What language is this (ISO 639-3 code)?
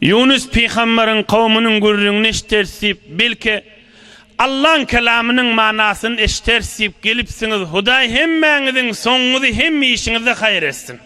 tuk